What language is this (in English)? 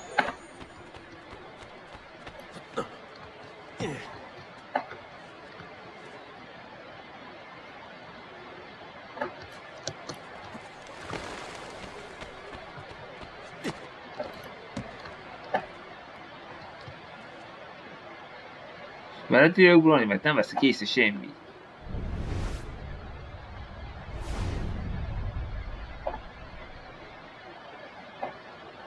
Hungarian